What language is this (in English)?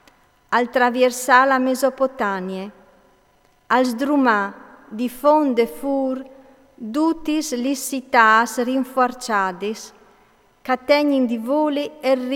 Friulian